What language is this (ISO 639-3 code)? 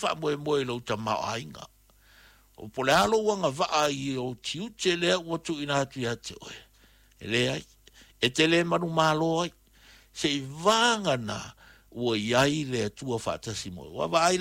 smo